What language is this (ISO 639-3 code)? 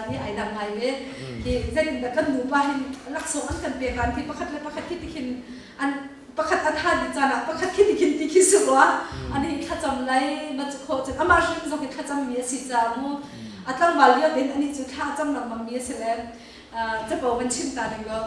cnh